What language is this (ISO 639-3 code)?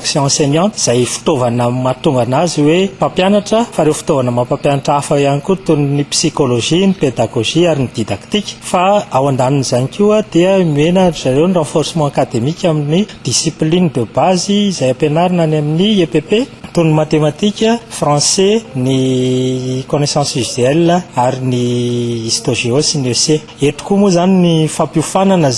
mlg